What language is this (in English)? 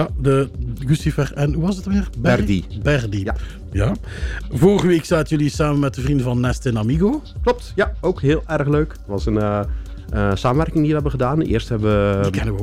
Dutch